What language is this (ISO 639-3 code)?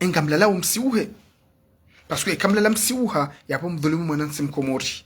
zdj